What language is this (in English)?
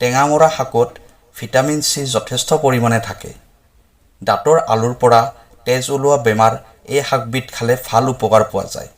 Assamese